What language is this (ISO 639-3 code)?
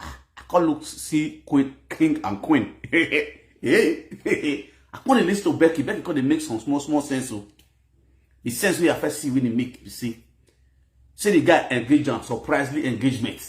pcm